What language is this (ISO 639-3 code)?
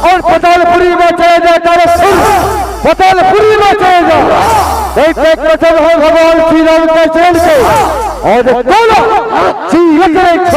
hne